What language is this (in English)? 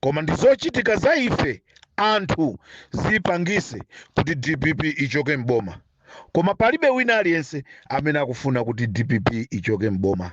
Nyanja